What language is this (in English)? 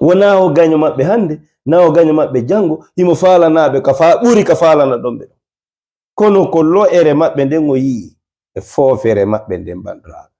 Fula